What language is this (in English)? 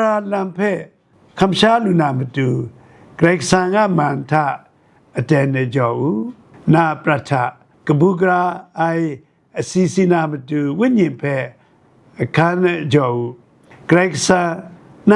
Kachin